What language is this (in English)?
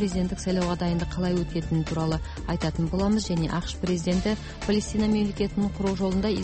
Kazakh